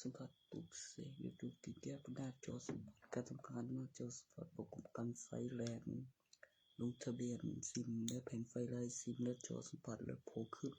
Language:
Northeastern Thai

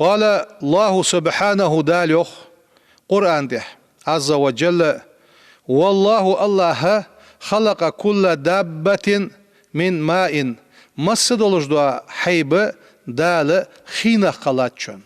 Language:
Ingush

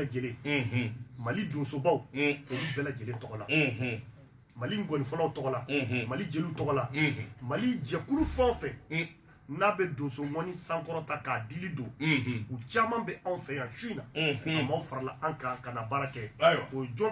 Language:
Bambara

